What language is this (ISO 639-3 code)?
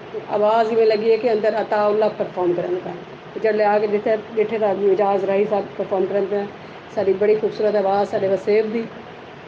skr